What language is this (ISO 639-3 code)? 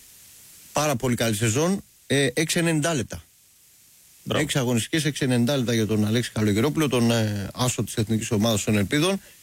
ell